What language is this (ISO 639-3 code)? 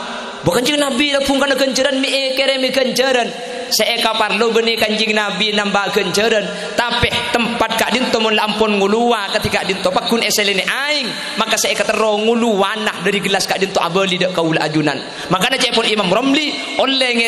mad